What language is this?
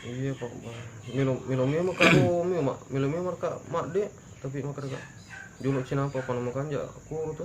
Buginese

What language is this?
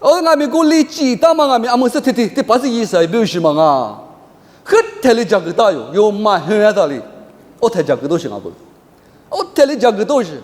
Lisu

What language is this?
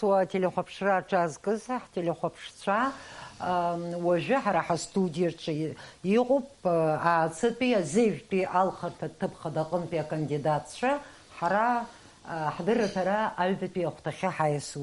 Abkhazian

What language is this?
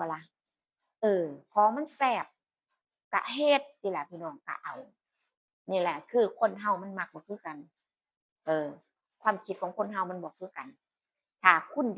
Northeastern Thai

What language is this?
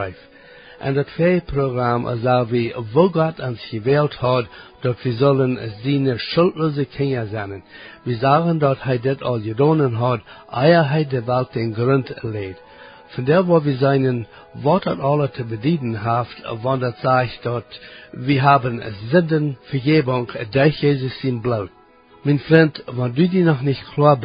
Plautdietsch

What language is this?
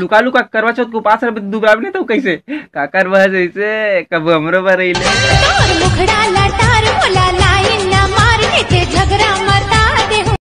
Chhattisgarhi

